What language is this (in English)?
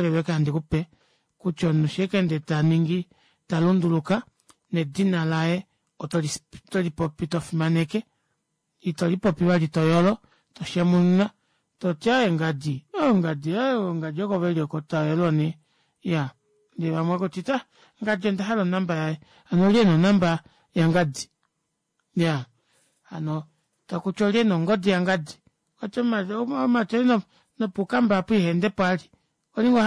Kuanyama